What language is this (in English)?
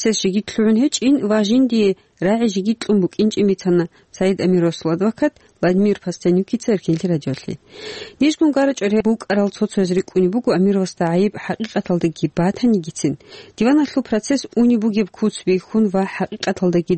Avaric